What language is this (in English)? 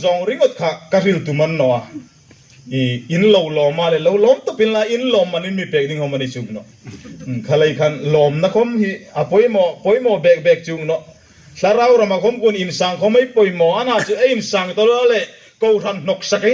Hmar